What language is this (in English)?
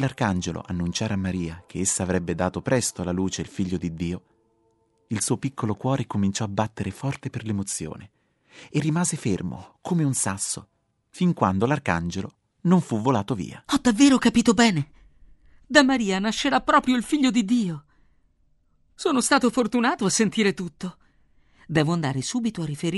Italian